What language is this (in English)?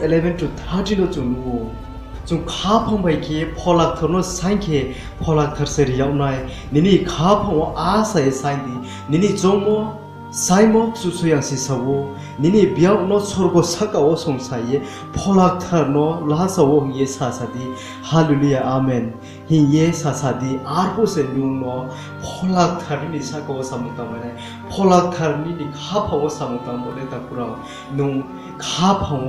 Riang (India)